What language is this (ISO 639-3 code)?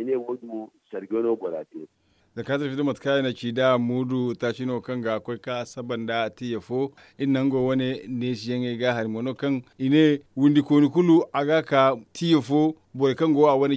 dje